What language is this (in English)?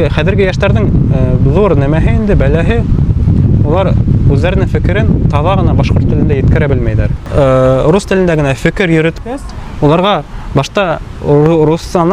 Bashkir